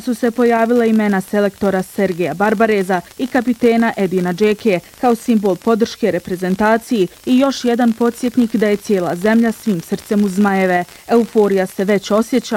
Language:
Bosnian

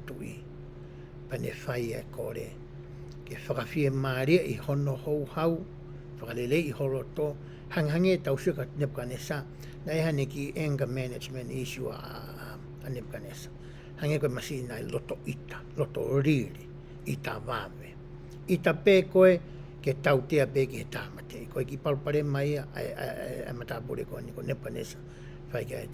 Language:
Tongan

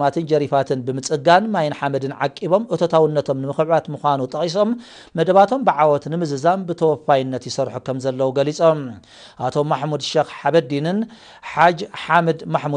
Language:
Tigrinya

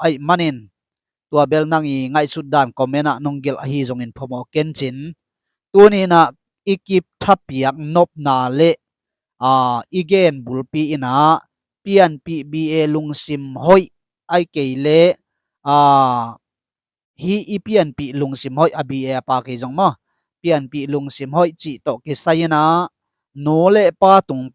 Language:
Tedim Chin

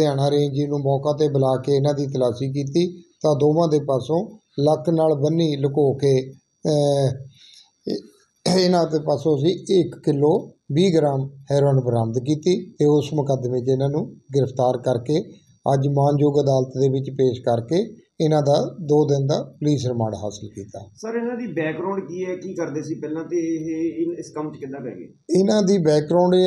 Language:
Punjabi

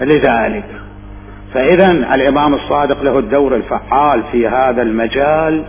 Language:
Mesopotamian Arabic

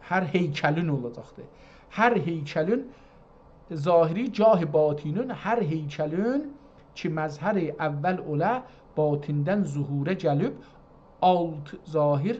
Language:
South Azerbaijani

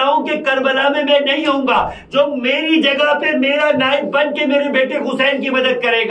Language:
Urdu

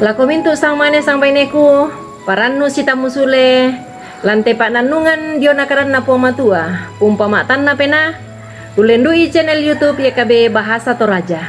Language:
Toraja-Sa'dan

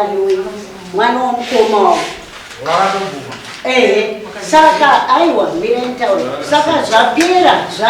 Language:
Shona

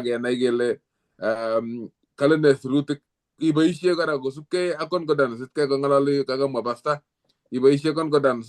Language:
Kalenjin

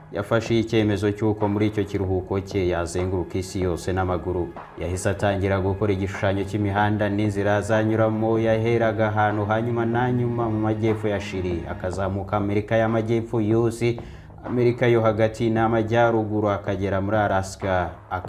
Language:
Kinyarwanda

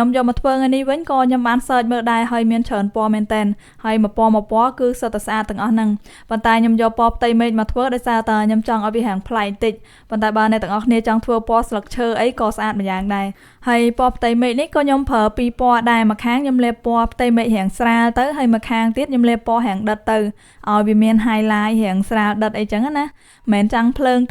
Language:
Khmer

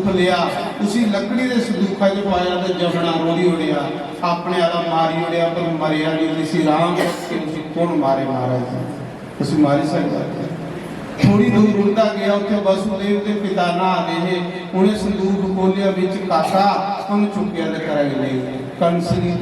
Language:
Dogri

